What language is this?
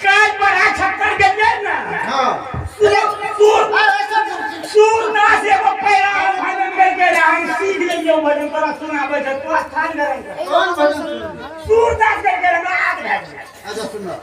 Maithili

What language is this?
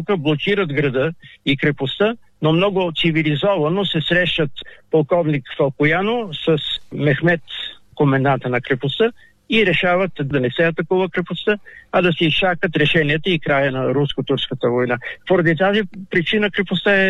Bulgarian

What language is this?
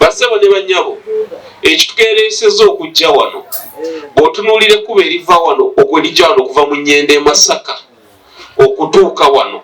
Ganda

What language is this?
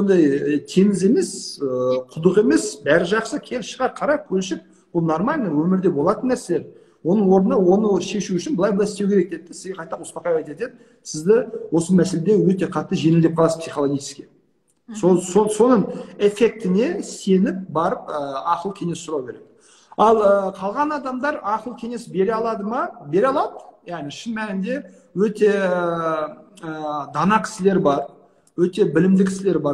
Kazakh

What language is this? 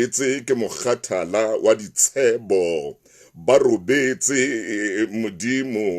Southern Sotho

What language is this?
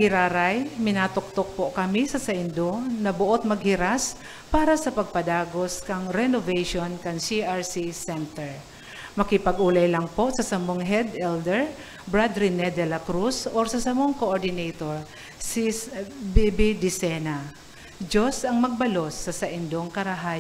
Bikol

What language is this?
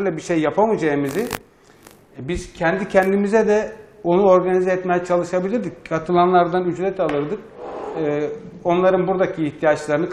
Turkish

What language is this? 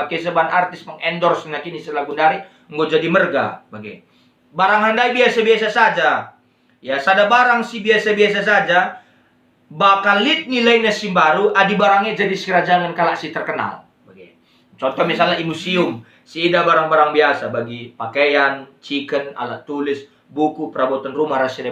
Batak Karo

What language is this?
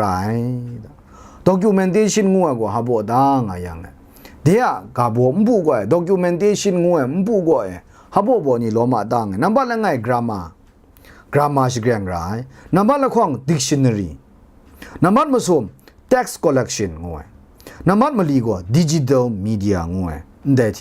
Kachin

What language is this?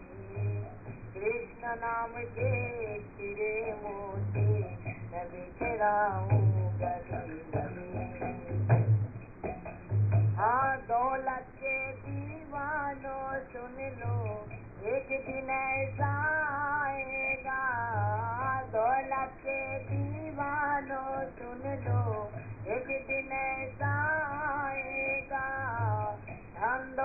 Hindi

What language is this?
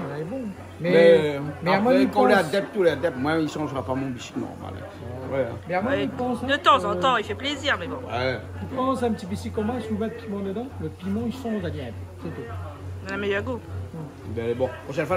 Réunion Creole French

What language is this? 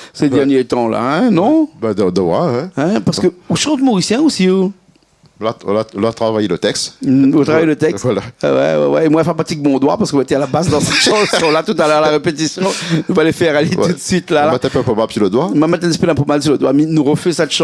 Réunion Creole French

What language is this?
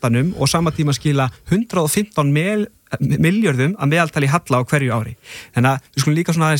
Icelandic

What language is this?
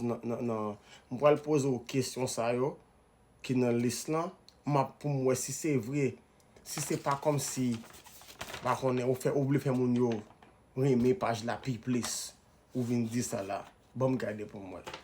Haitian Creole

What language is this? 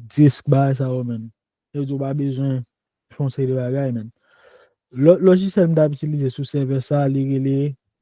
Haitian Creole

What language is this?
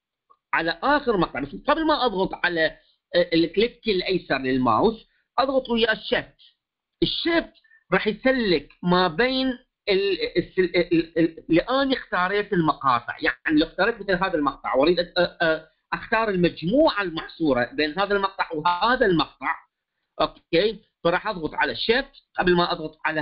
Mesopotamian Arabic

